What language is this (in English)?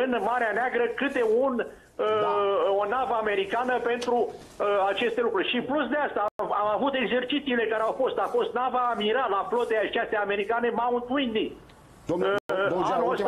Romanian